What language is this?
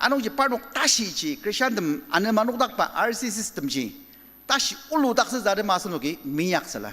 Ao Naga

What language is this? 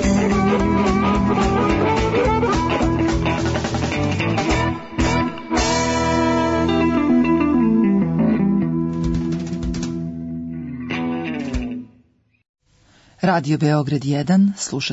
Serbian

